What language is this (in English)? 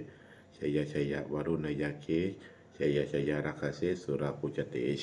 Pali